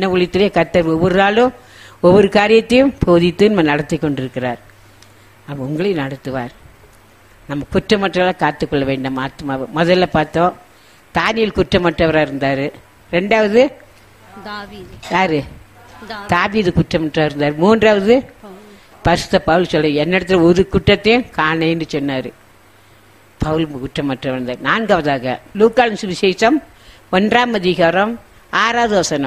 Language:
Tamil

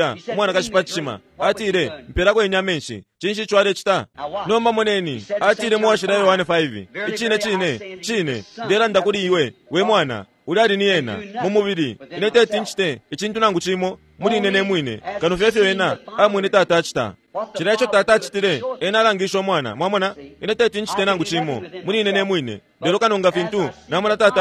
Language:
Bemba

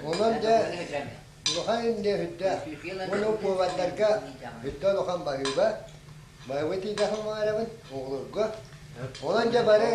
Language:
Yakut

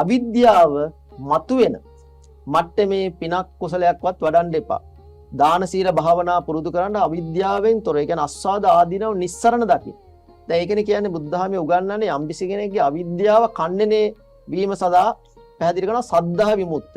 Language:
Sinhala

